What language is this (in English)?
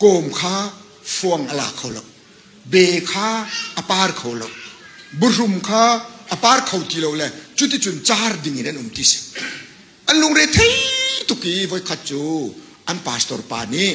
Hakha Chin